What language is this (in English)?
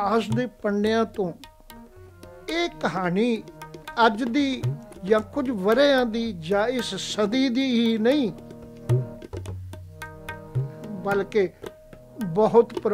Punjabi